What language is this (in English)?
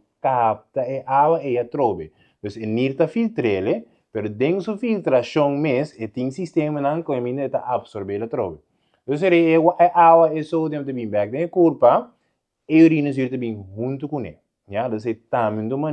Papiamento